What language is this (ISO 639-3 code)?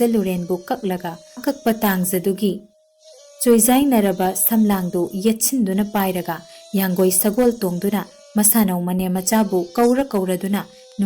mni